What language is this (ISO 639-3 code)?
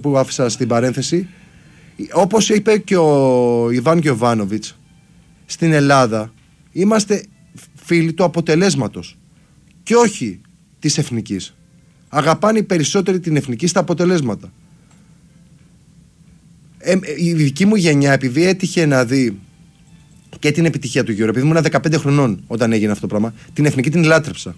ell